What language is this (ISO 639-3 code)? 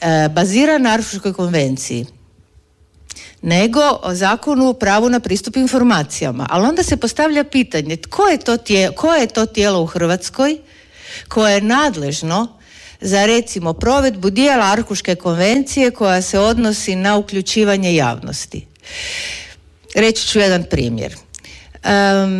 hrv